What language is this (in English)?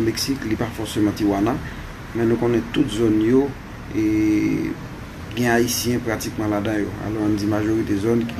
Haitian Creole